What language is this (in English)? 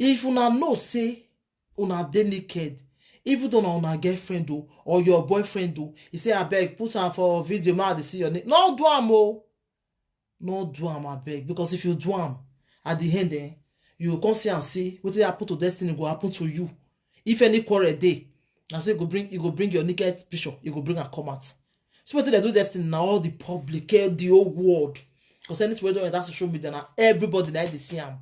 Nigerian Pidgin